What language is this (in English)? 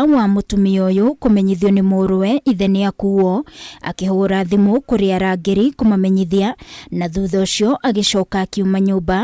Kikuyu